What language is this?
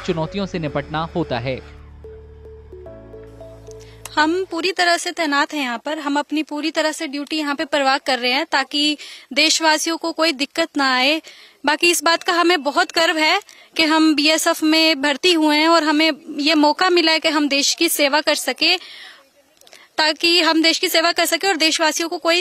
Hindi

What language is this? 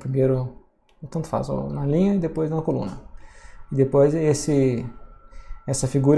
Portuguese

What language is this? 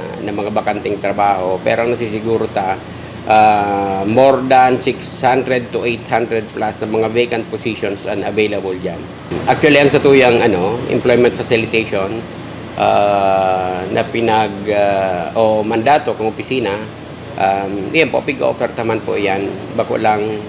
Bikol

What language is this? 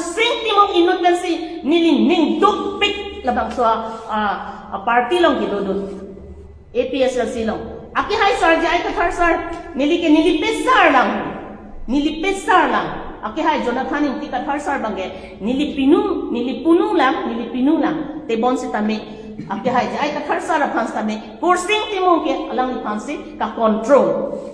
Karbi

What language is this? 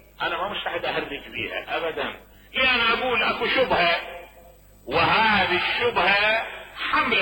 Mesopotamian Arabic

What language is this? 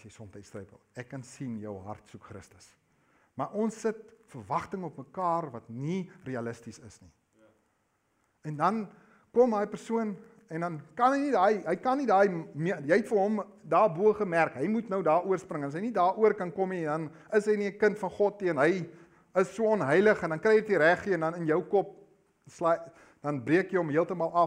Afrikaans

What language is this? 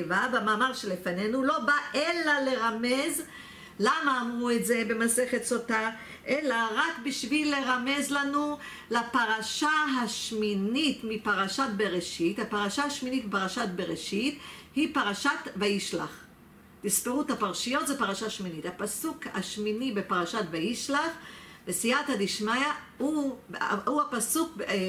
Hebrew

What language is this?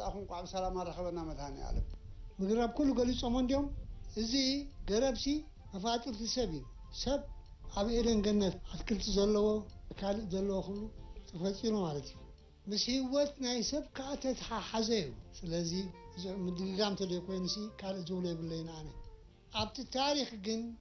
Tigrinya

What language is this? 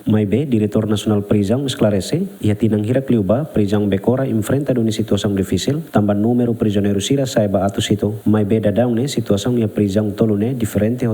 Tetum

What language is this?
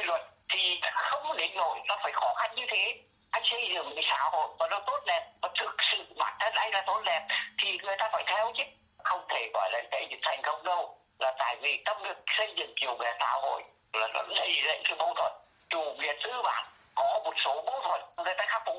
Vietnamese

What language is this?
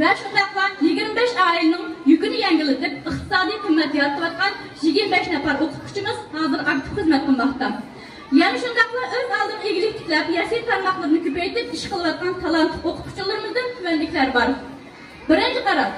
Uyghur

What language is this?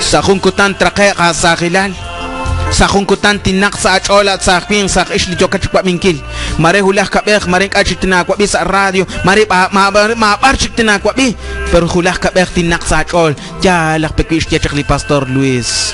Kekchí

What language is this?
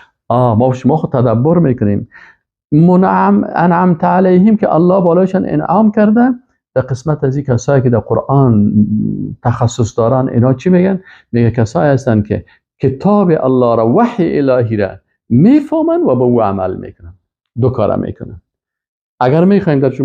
Persian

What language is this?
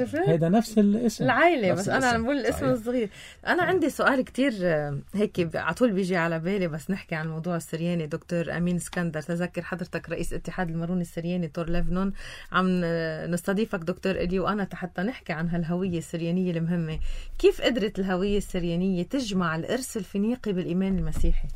North Levantine Arabic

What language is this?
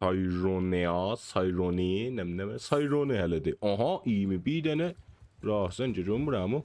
South Azerbaijani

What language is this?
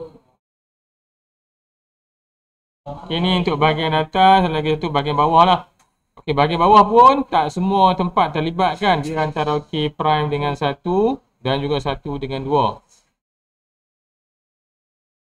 Malay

